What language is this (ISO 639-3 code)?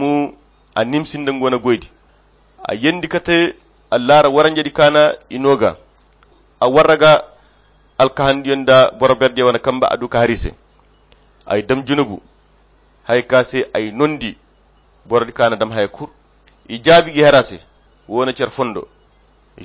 khq